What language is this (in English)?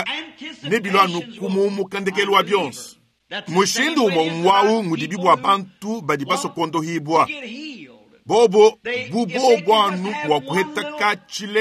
Luba-Lulua